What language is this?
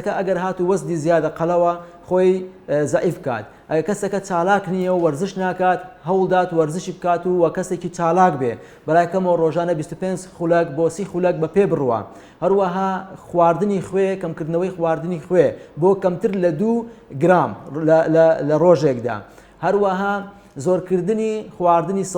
Central Kurdish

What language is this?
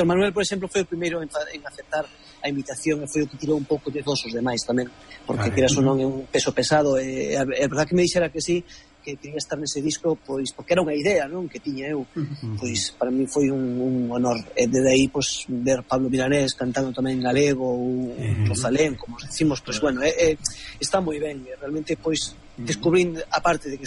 Galician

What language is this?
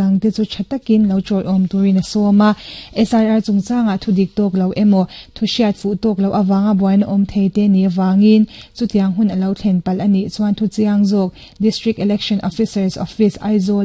Mizo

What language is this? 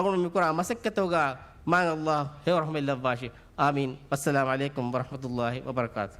Divehi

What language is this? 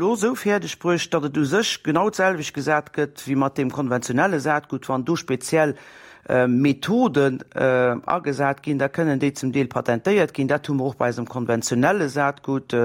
Luxembourgish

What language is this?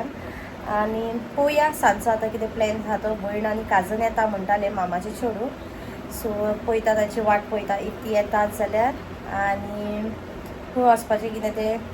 Konkani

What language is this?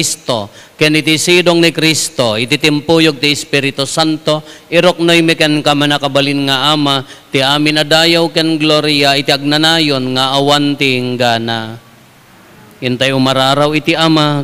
Iloko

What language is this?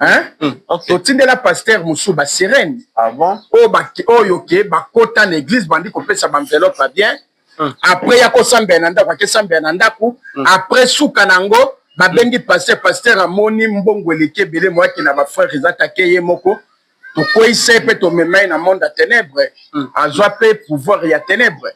Lingala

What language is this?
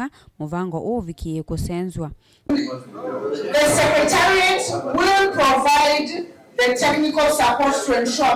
Kamba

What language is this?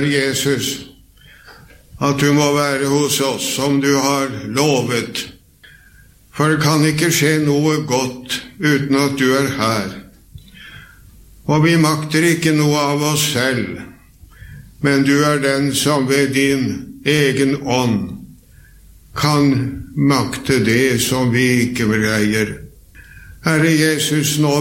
Norwegian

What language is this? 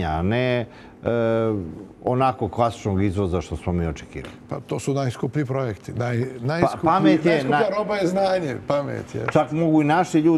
Serbian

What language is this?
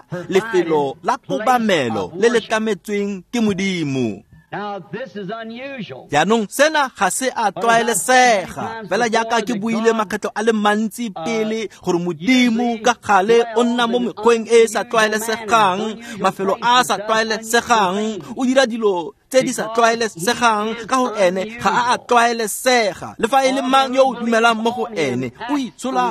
Tswana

